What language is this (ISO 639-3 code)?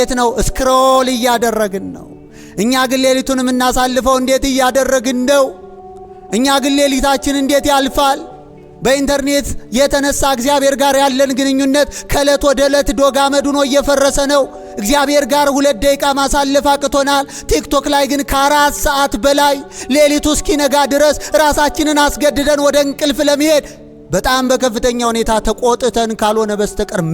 amh